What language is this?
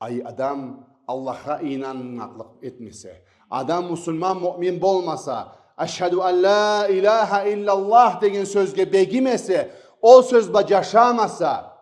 Karachay-Balkar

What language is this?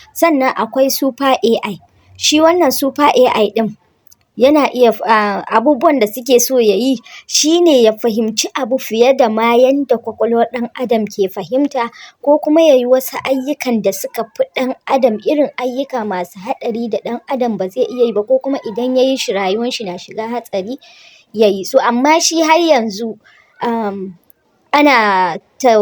Hausa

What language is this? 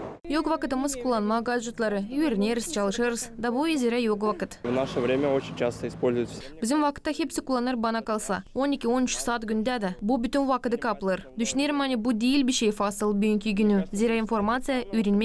Gagauz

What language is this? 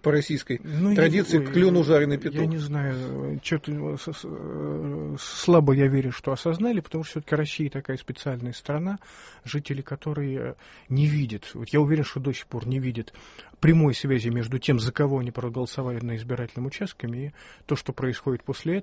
Russian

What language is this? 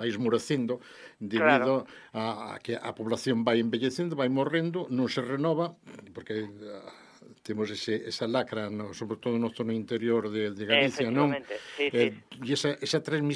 Galician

